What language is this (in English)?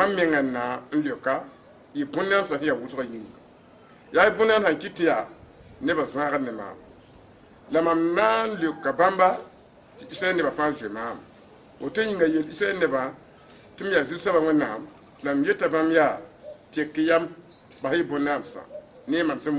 Mossi